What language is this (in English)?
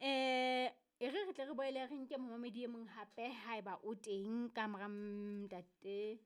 Southern Sotho